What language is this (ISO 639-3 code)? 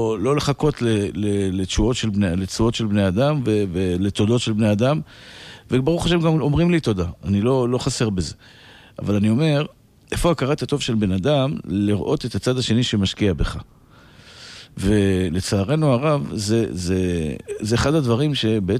heb